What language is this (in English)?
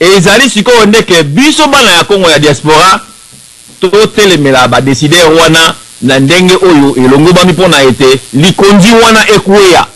Lingala